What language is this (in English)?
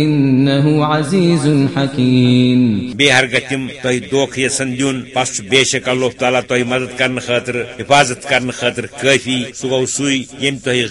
Kashmiri